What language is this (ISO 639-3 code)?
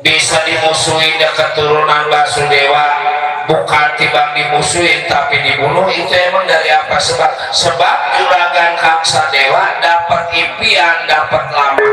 bew